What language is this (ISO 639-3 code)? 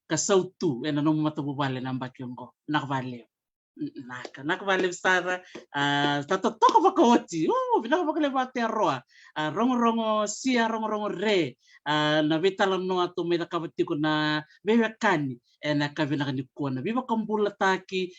fij